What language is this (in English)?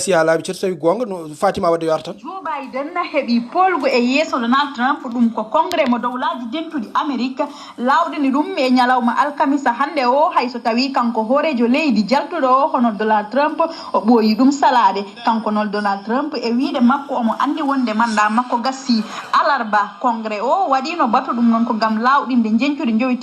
Fula